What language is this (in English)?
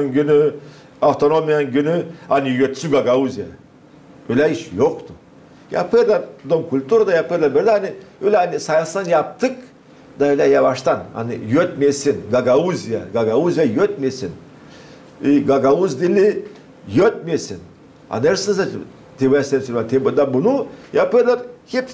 Gagauz